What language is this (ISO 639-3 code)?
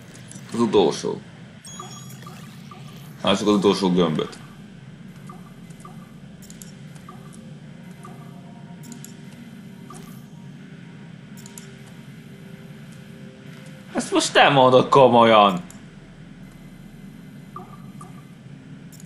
hun